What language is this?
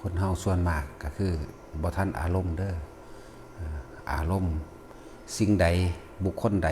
Northeastern Thai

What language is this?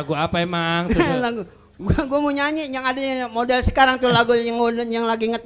Betawi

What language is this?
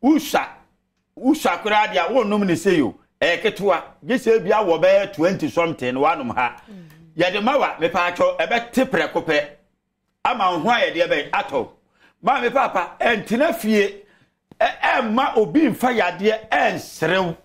Akan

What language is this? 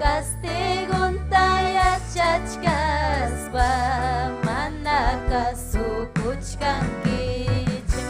Ayacucho Quechua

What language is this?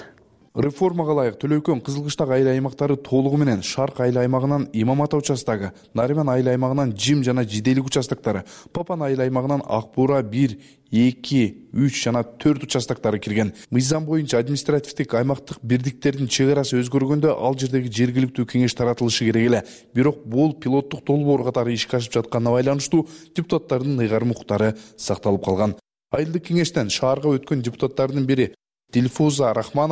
Kyrgyz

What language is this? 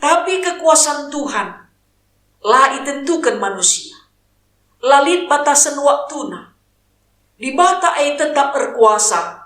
Batak Karo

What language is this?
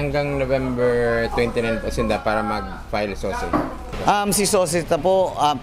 Bikol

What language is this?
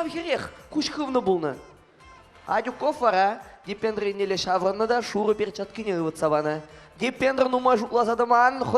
Chuvash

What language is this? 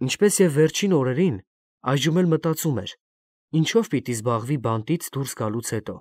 Armenian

